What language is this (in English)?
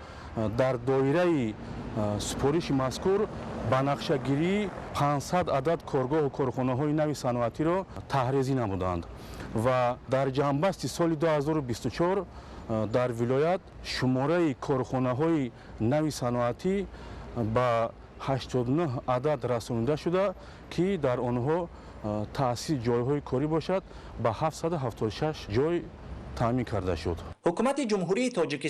Tajik